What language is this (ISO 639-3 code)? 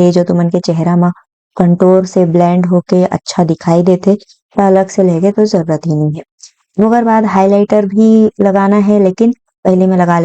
hne